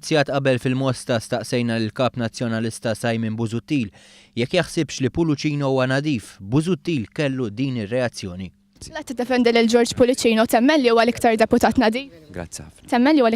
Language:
Maltese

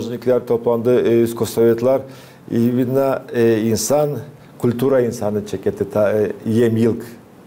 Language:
Gagauz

